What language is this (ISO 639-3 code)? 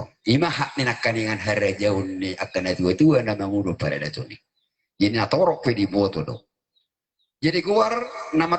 bbc